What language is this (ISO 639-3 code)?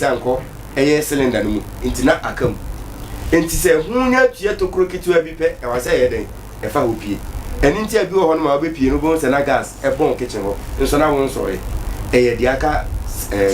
aka